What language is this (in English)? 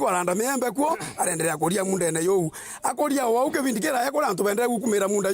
Meru